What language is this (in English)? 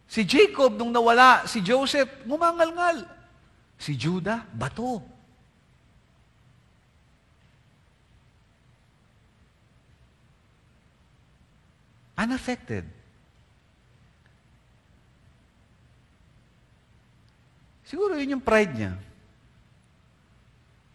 Filipino